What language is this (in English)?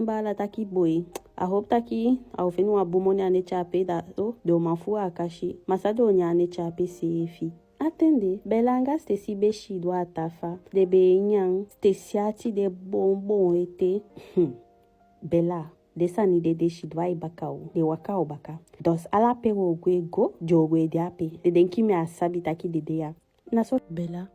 Eastern Maroon Creole